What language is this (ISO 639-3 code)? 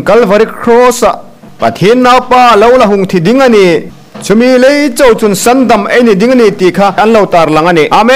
hmr